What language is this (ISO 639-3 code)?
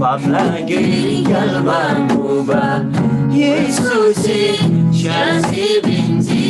taj